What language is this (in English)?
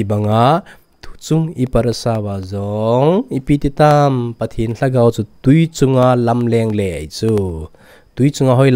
Thado Chin